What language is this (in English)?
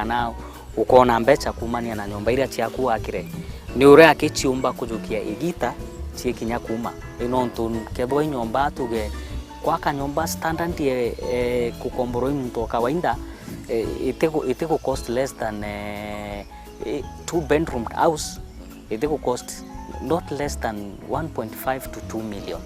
Meru